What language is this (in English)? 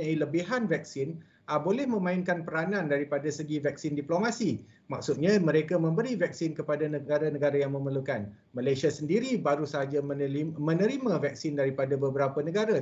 Malay